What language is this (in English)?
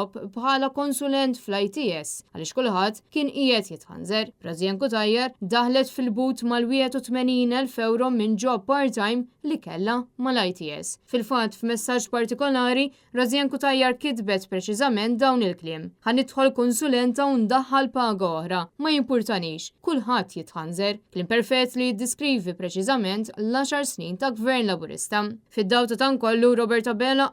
Maltese